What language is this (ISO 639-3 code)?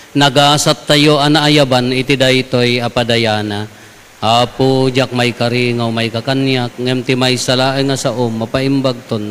ilo